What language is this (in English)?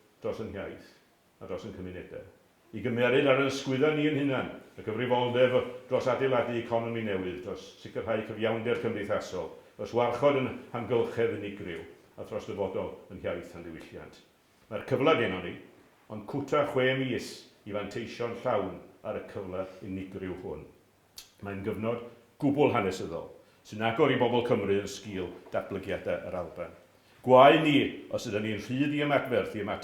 Welsh